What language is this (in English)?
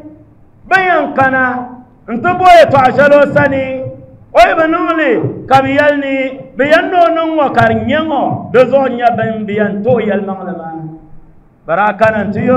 Dagbani